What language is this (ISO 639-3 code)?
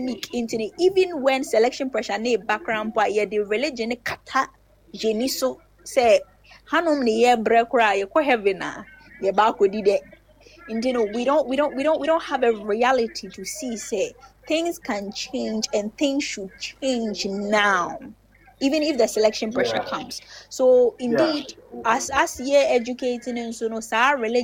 aka